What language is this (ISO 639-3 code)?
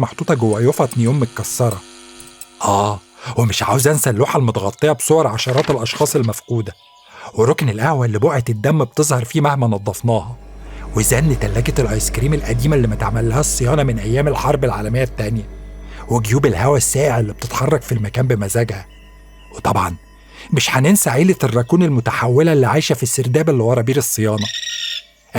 arz